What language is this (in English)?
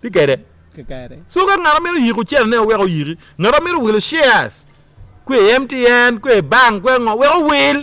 Acoli